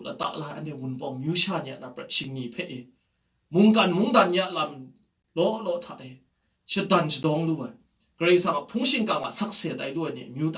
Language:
Kachin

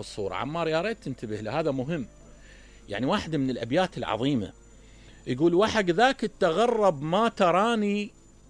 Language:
Mesopotamian Arabic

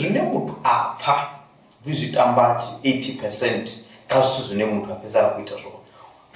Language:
Venda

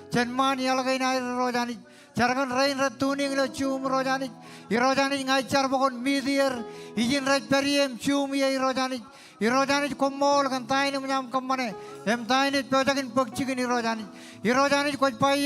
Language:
Marshallese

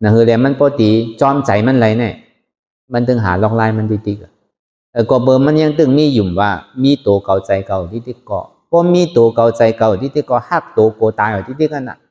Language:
Shan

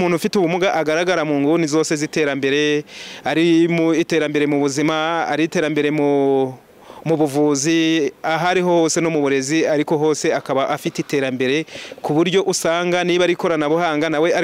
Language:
Kinyarwanda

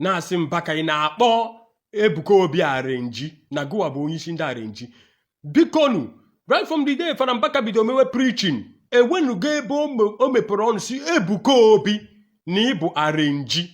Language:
Igbo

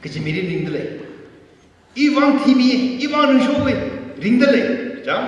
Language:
Tangkhul Naga (India)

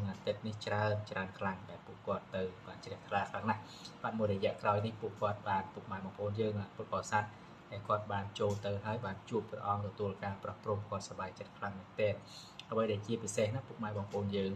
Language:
Khmer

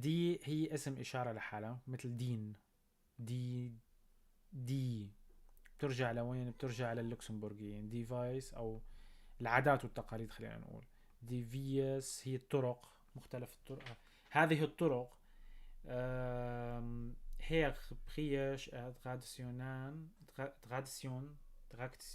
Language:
North Levantine Arabic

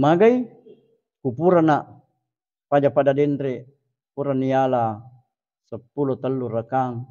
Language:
Buginese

